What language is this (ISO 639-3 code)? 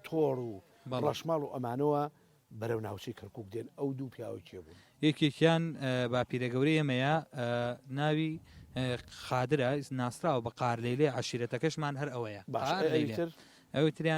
ckb